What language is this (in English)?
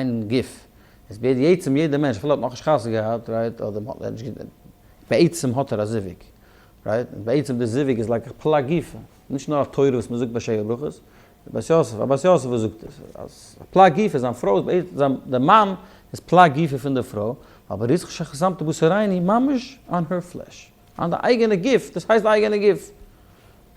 Yiddish